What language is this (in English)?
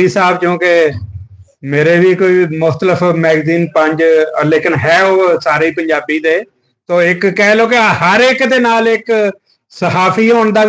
Western Panjabi